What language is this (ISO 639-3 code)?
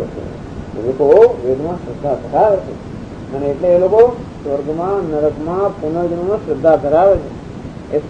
guj